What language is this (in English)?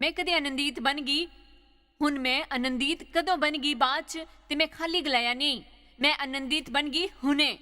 Dogri